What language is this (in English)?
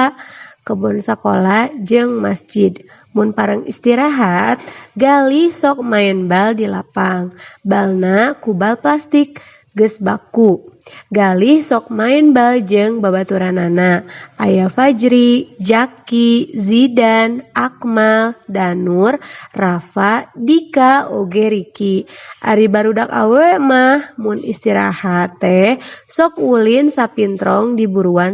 Sundanese